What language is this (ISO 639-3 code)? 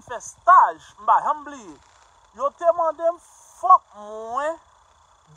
hat